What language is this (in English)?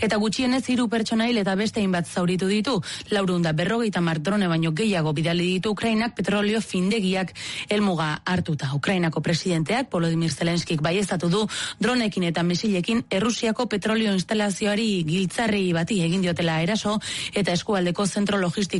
Basque